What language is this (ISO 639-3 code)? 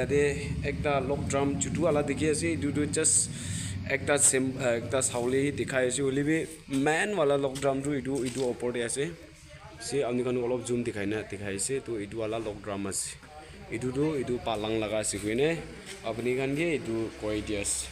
nag